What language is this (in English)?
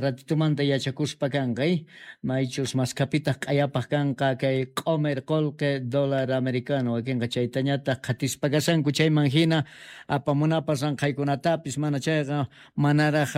South Bolivian Quechua